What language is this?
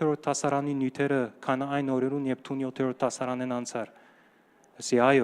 Western Armenian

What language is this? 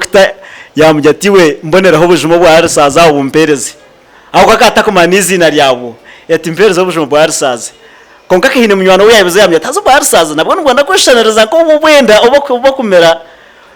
Nyankole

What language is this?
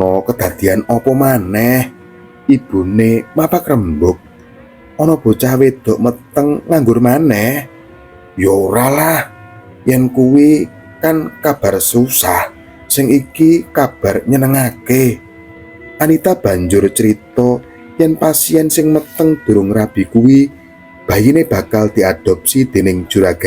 Javanese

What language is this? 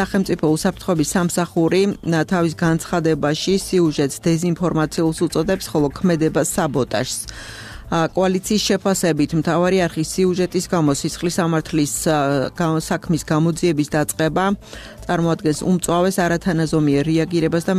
Georgian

